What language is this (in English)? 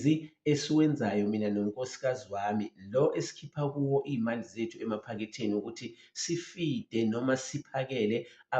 Zulu